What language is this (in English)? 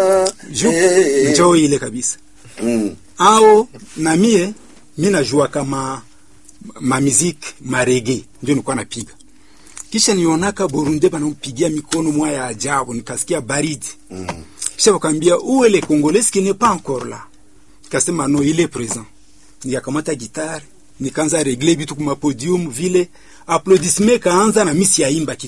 Swahili